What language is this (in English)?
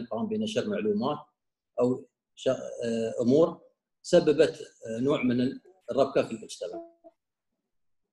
Arabic